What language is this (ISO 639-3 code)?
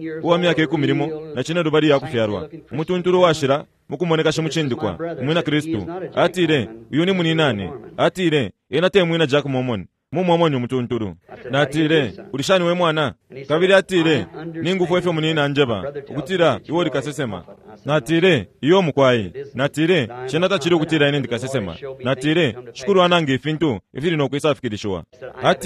bem